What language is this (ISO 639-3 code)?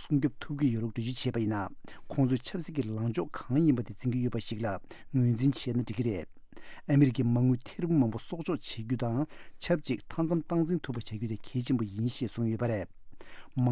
bod